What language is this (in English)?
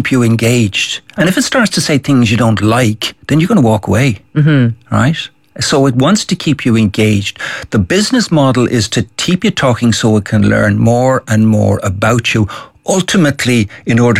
English